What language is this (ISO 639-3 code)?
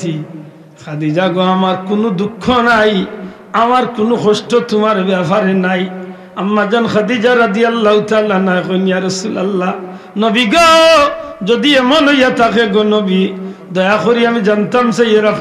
syl